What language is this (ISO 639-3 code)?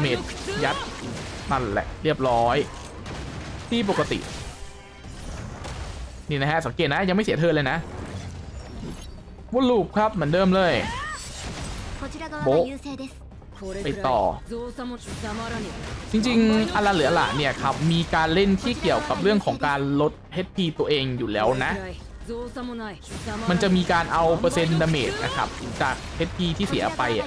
tha